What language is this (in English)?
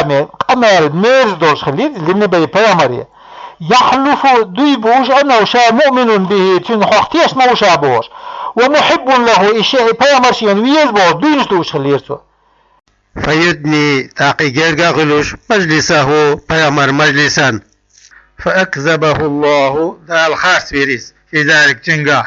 Chechen